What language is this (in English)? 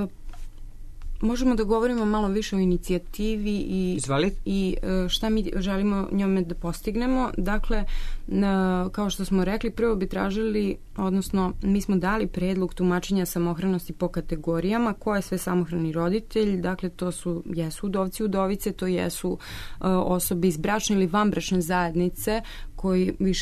Serbian